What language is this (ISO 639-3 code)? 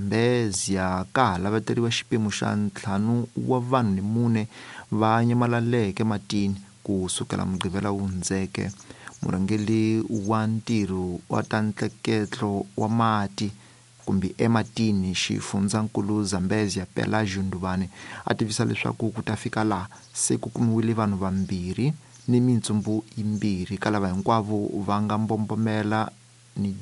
tso